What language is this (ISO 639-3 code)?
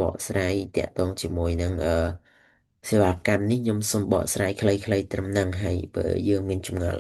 khm